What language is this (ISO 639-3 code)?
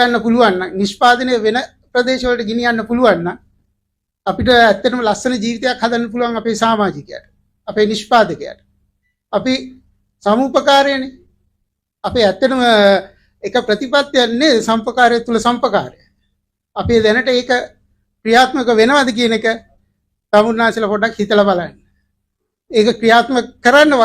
sin